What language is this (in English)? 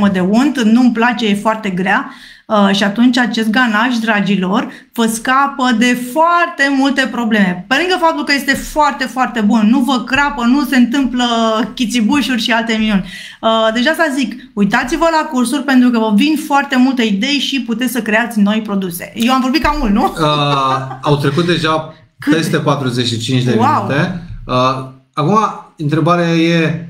Romanian